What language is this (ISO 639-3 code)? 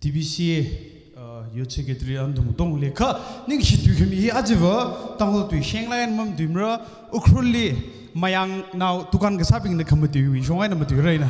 nmf